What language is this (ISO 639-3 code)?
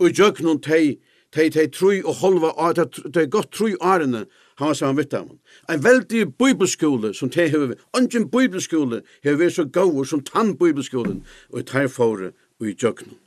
fao